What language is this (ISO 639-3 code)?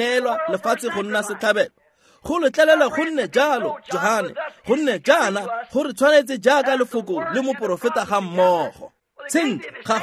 tsn